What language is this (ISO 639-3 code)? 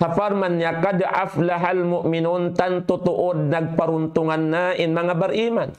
tsg